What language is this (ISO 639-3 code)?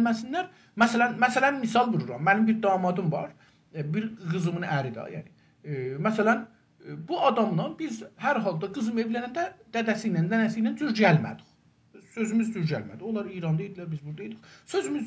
azb